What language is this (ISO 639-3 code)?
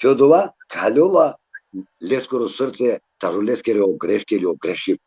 rmn